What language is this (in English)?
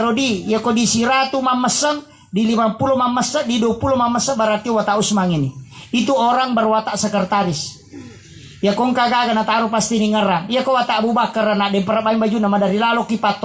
Buginese